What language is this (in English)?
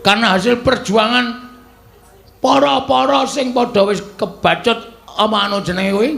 Javanese